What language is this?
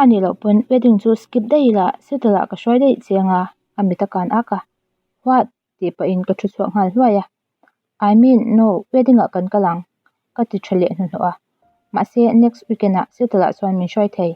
Mizo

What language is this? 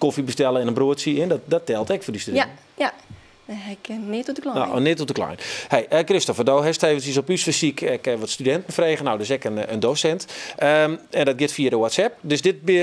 Western Frisian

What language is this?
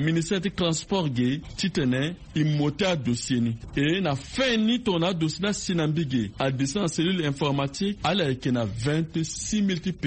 Sango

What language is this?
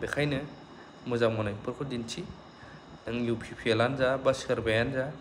Bodo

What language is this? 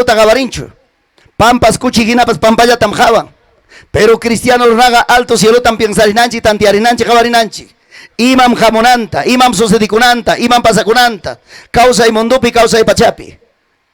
Ayacucho Quechua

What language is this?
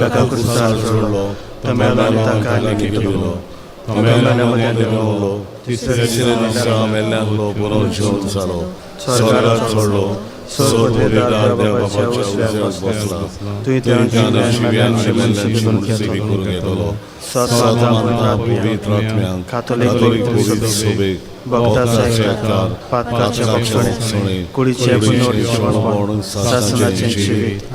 Konkani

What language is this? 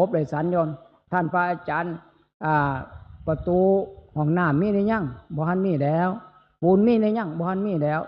Northeastern Thai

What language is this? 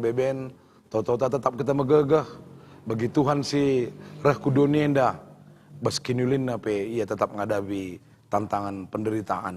Batak Karo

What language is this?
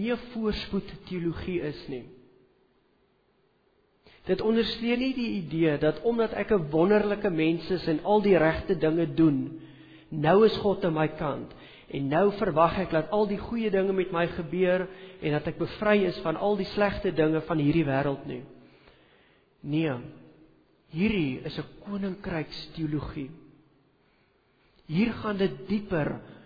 Afrikaans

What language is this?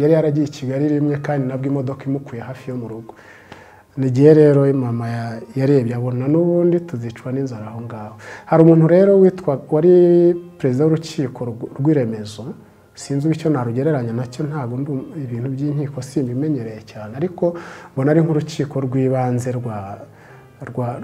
Kinyarwanda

